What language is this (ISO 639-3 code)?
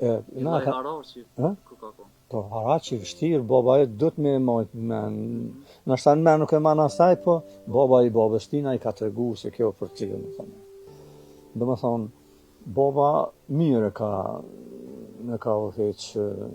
sqi